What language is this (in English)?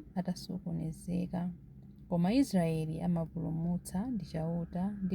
Nyanja